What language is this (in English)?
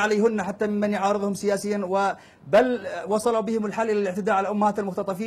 Arabic